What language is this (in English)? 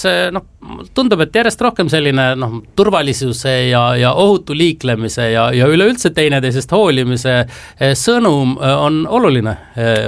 Estonian